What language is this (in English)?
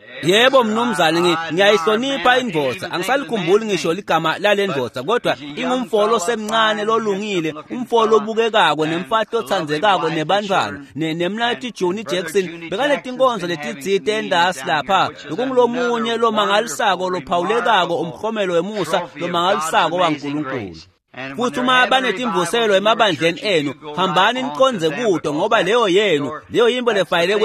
Swati